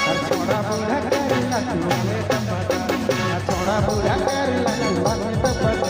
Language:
Sadri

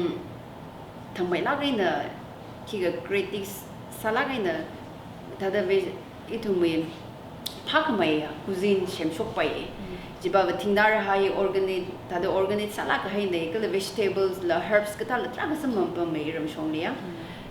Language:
Tangkhul Naga (India)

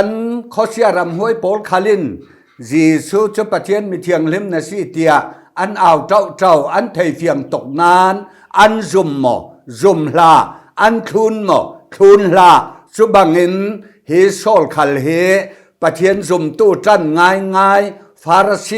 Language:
Falam Chin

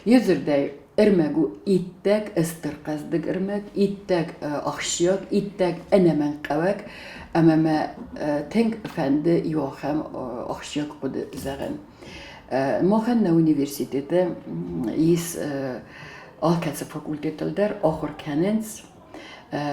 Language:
Ossetic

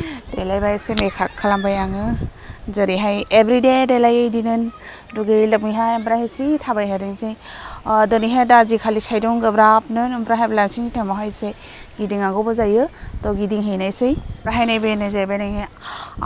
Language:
Bodo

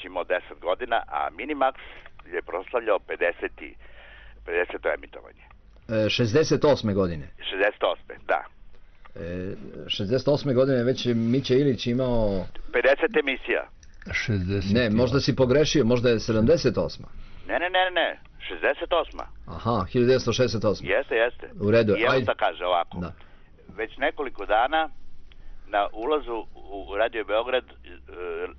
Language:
Serbian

